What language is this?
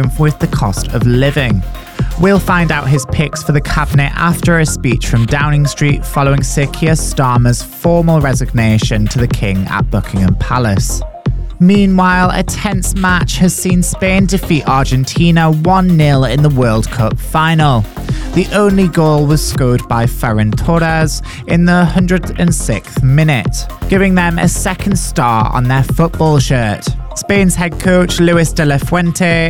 English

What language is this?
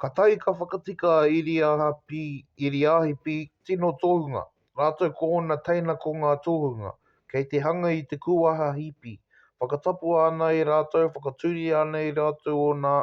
Māori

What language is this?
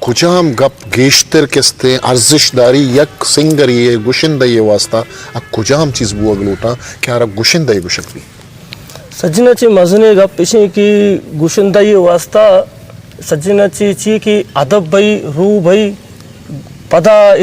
Eastern Balochi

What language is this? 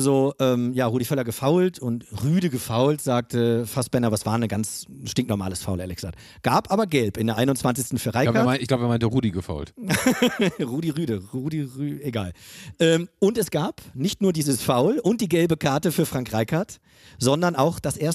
German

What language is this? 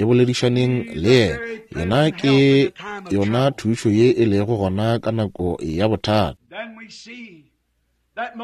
Northern Sotho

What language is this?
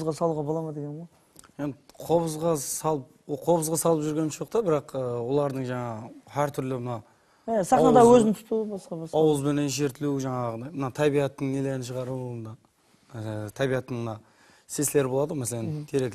Kara-Kalpak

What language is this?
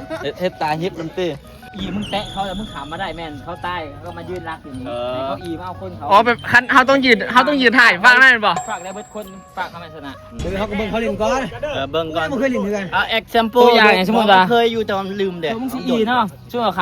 Northeastern Thai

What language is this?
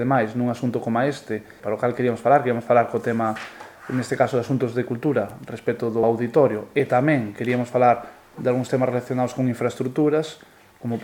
Galician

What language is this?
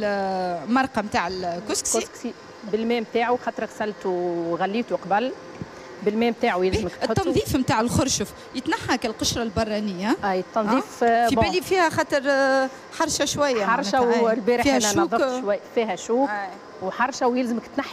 Tunisian Arabic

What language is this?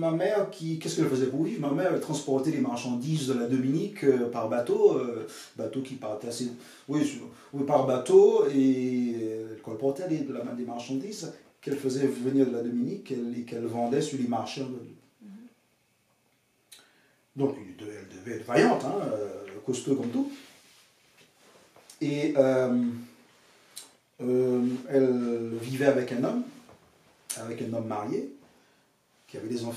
French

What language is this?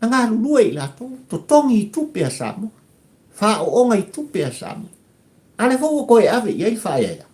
Samoan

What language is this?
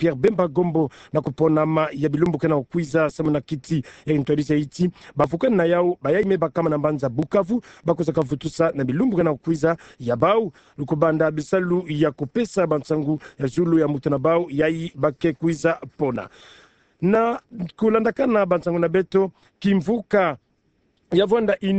Kituba (Democratic Republic of Congo)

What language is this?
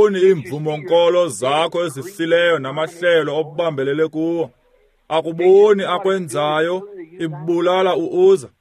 Xhosa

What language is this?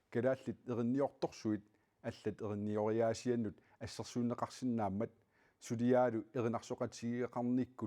Kalaallisut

